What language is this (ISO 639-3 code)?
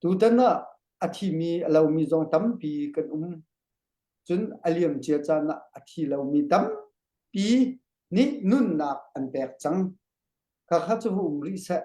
cnh